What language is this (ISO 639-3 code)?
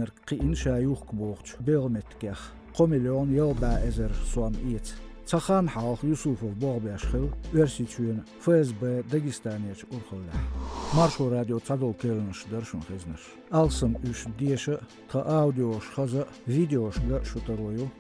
che